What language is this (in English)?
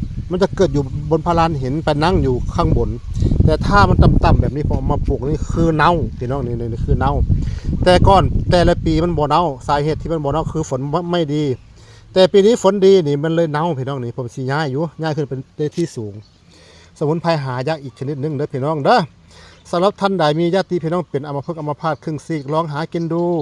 Northeastern Thai